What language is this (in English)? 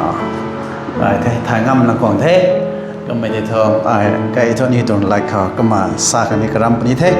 Rongmei Naga